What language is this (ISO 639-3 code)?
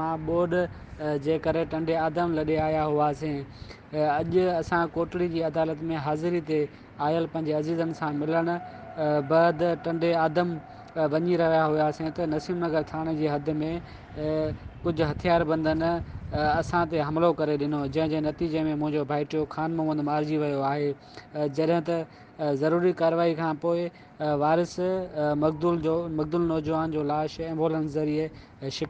snd